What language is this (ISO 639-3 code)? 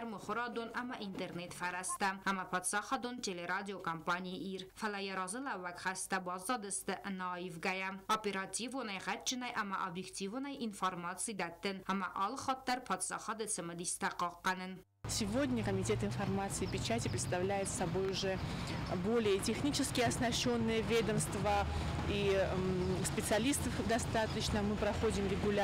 oss